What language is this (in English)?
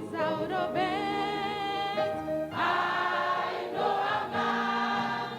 Ewe